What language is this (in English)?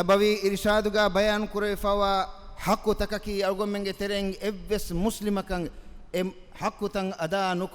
Divehi